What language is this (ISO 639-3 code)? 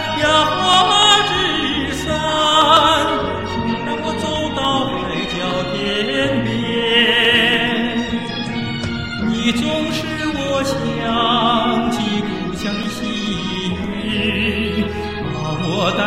zho